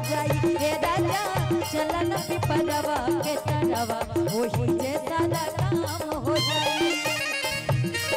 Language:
Bhojpuri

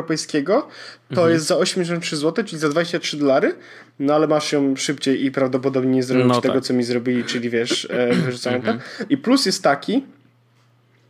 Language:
Polish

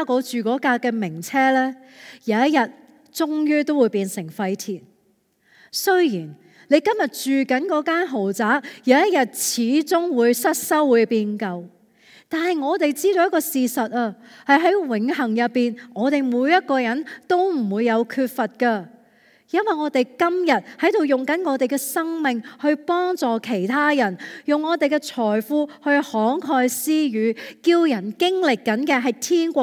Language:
Cantonese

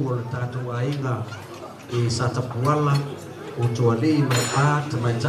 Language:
Samoan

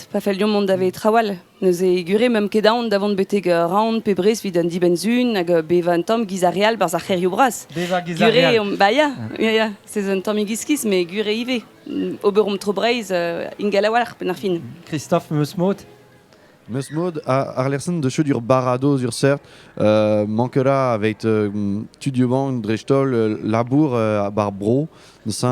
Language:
Breton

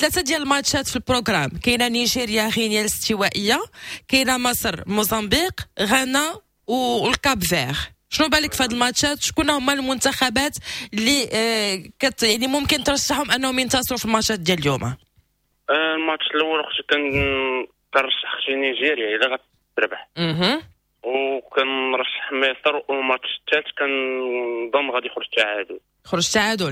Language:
Moroccan Arabic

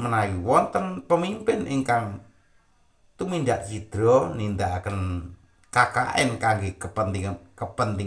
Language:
Javanese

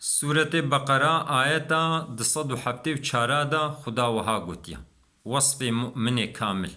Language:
Kurdish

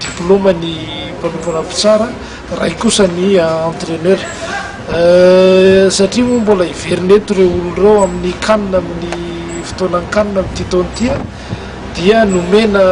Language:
Malagasy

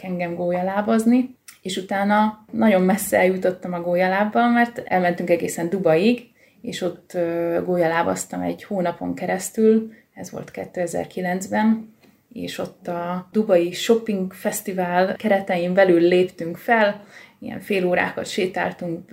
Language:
Hungarian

